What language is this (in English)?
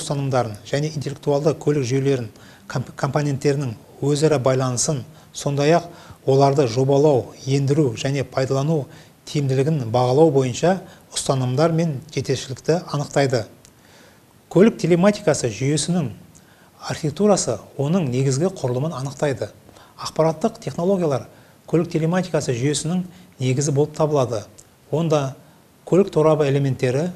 Kazakh